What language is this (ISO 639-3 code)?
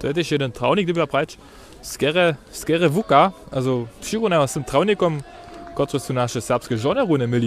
hsb